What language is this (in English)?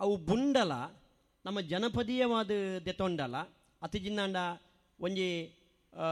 Tulu